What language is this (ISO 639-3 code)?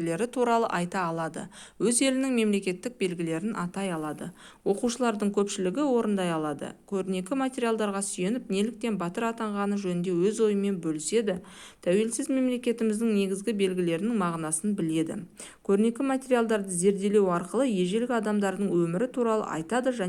kaz